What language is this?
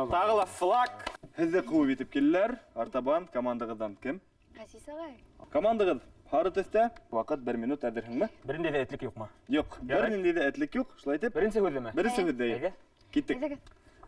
Bashkir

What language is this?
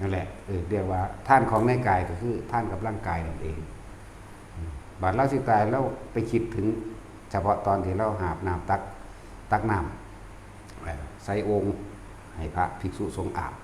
Northeastern Thai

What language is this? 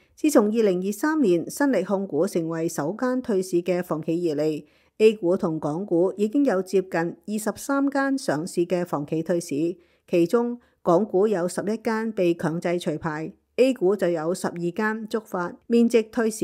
Cantonese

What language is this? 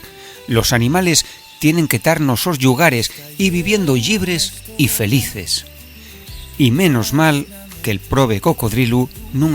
Asturian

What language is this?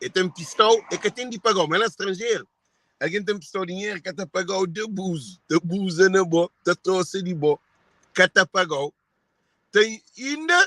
Kabuverdianu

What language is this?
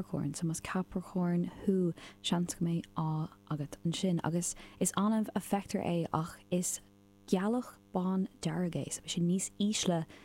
Irish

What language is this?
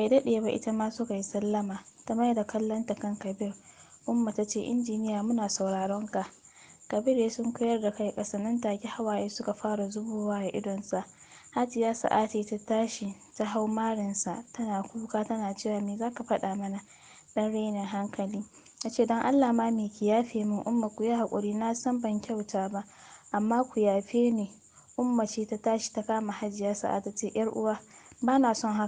Hausa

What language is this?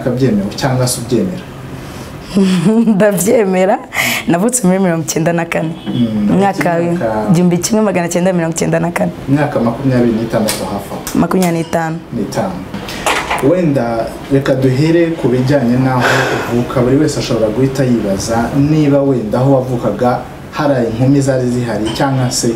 Kinyarwanda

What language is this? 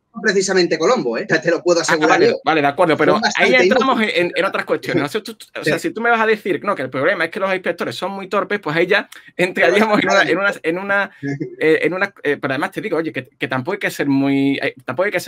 Spanish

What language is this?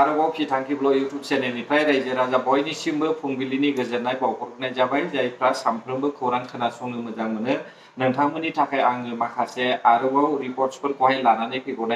Bodo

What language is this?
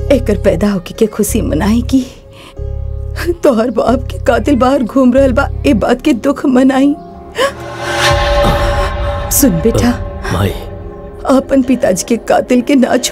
Bhojpuri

